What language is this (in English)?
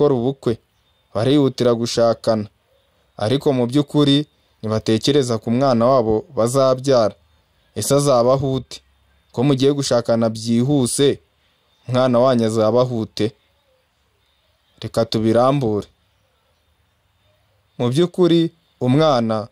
Kinyarwanda